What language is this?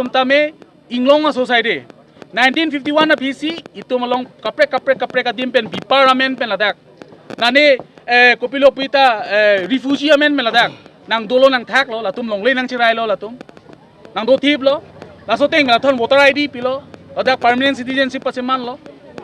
Karbi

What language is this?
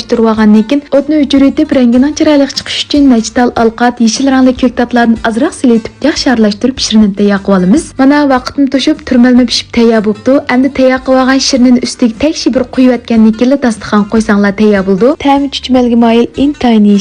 Uyghur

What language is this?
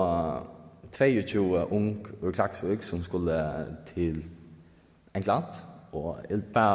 Faroese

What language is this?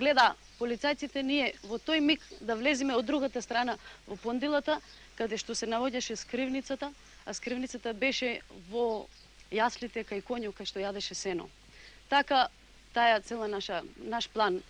Macedonian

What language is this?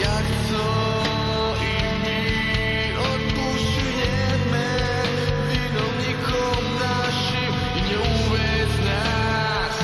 Rusyn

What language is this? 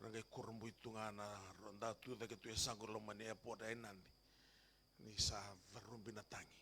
Fijian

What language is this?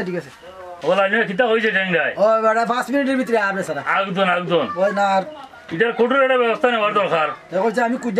Sylheti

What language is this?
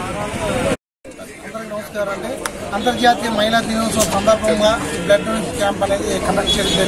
Telugu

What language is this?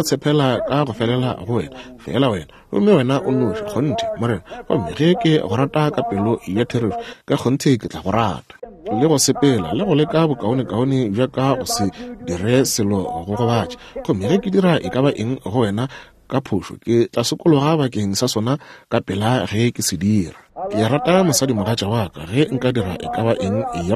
Northern Sotho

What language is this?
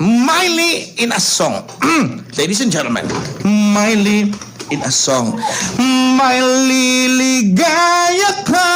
Hiligaynon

